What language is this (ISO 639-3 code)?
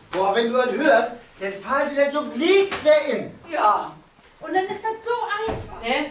nds